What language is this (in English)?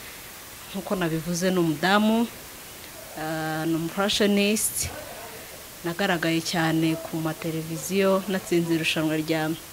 Kinyarwanda